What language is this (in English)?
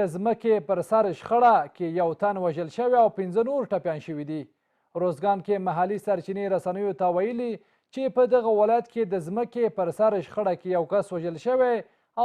Pashto